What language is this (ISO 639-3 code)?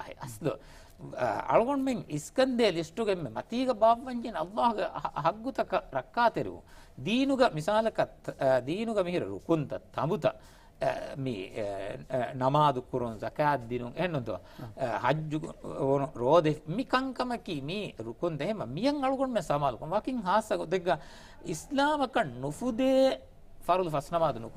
div